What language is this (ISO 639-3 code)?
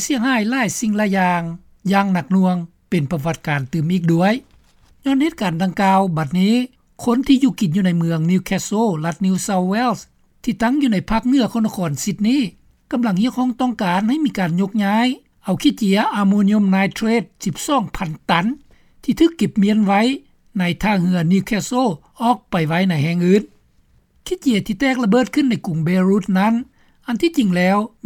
lao